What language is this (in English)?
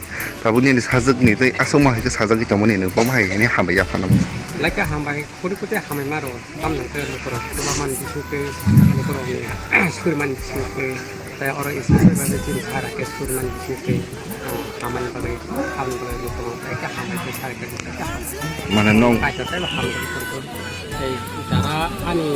Kok Borok